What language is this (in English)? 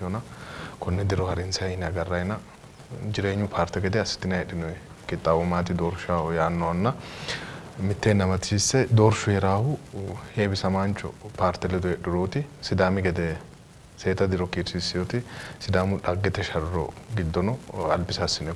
Sidamo